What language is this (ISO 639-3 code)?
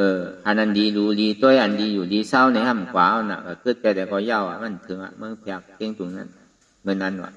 shn